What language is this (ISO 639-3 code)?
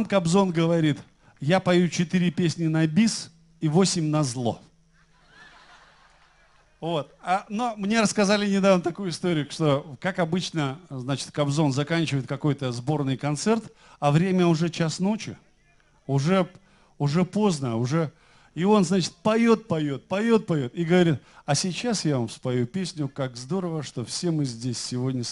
rus